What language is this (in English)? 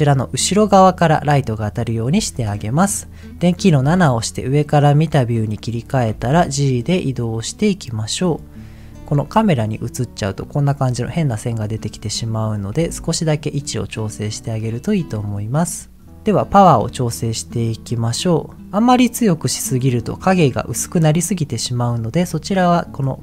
Japanese